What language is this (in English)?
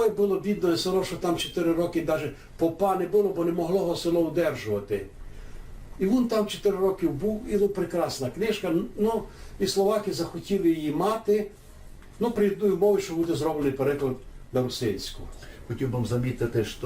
Rusyn